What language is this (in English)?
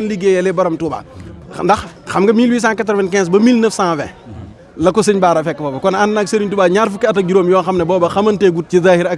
Wolof